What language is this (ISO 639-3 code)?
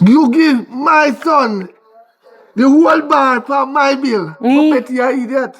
jam